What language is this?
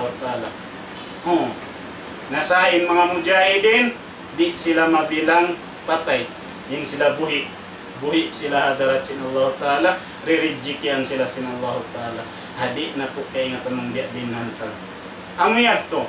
Tausug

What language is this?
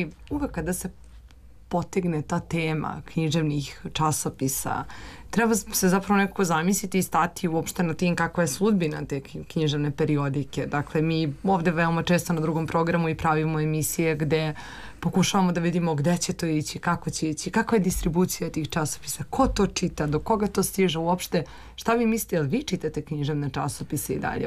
Serbian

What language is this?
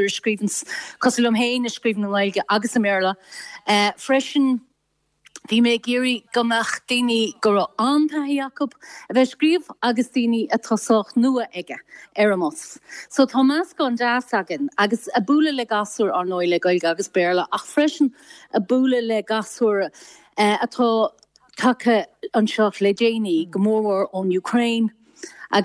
Irish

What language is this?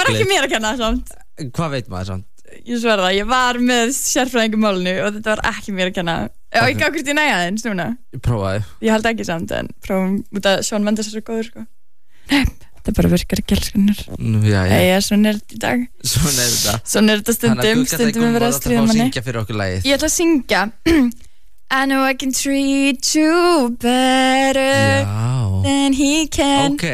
Icelandic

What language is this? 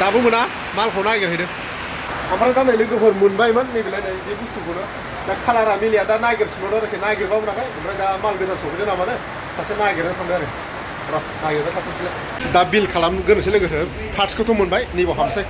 Bodo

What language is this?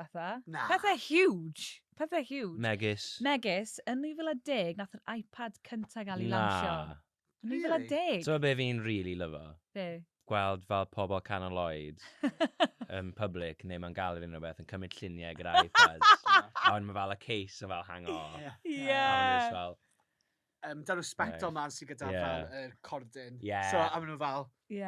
Welsh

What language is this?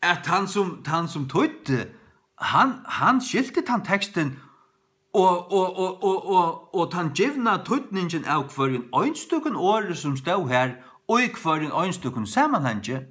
Faroese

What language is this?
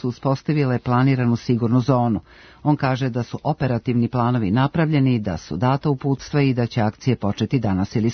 Serbian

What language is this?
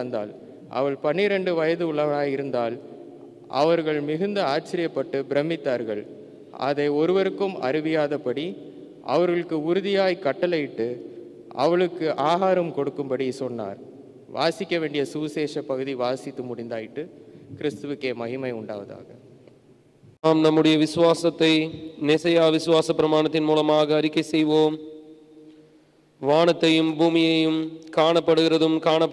Tamil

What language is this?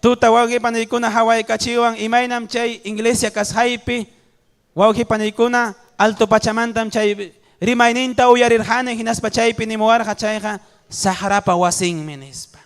Ayacucho Quechua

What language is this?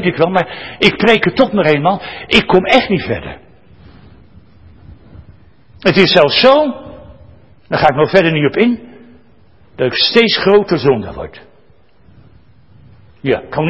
Dutch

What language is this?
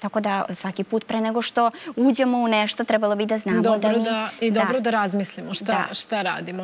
Serbian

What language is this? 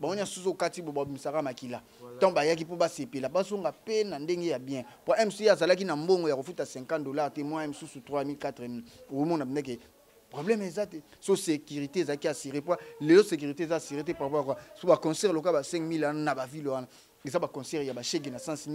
Lingala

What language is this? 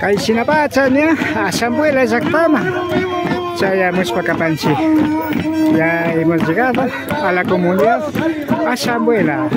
Imbabura Highland Quichua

